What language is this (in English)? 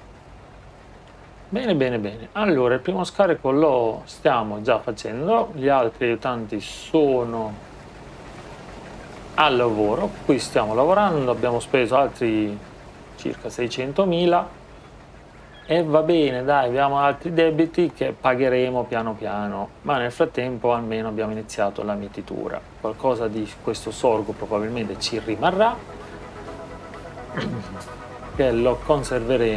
Italian